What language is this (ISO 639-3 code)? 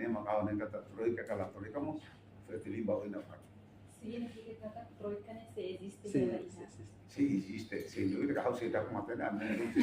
tet